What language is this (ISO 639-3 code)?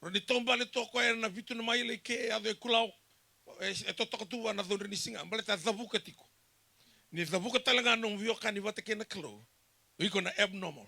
fij